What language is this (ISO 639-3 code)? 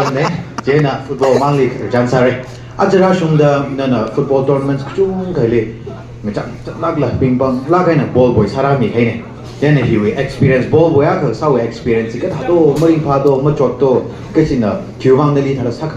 nmf